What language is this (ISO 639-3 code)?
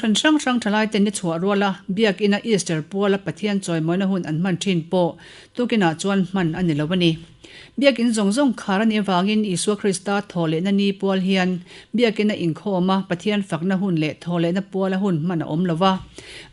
lus